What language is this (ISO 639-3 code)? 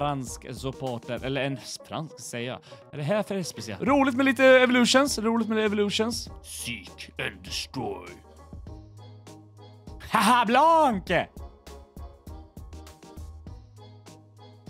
swe